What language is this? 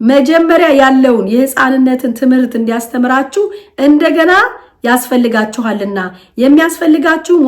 Amharic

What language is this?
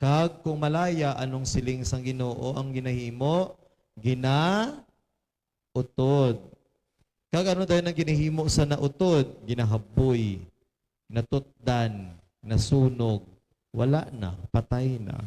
Hiligaynon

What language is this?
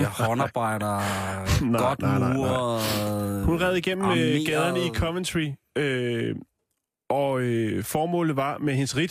Danish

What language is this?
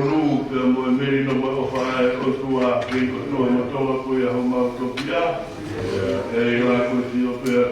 Tongan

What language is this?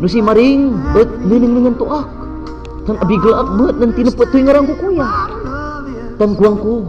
Pangasinan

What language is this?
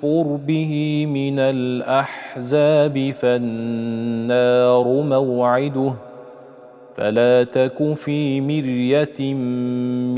Arabic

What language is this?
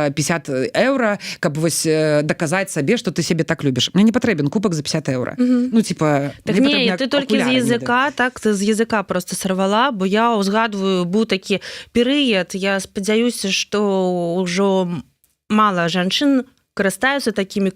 Belarusian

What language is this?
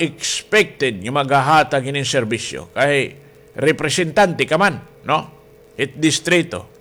Waray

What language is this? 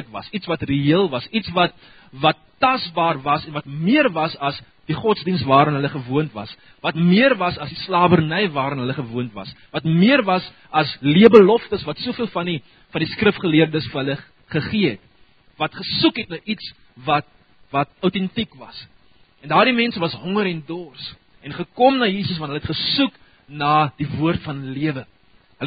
Afrikaans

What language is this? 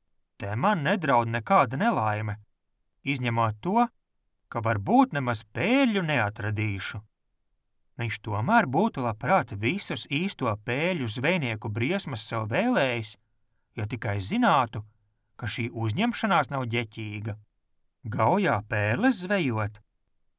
Latvian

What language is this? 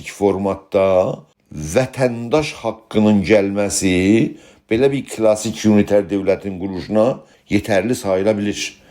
South Azerbaijani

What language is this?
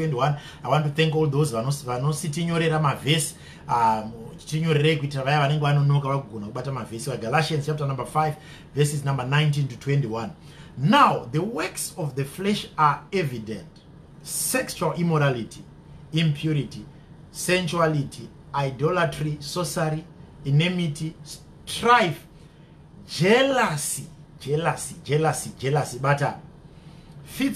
Shona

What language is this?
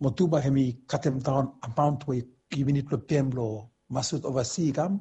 Bislama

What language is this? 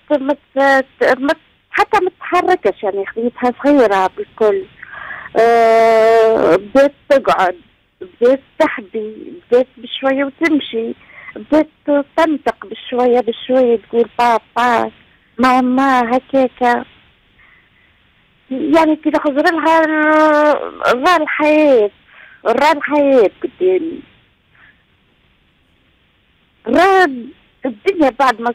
Tunisian Arabic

